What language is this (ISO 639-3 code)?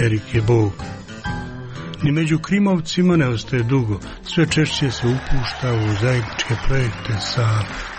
hrv